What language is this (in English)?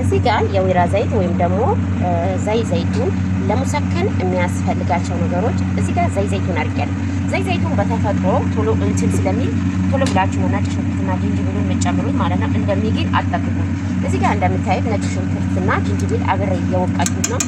Amharic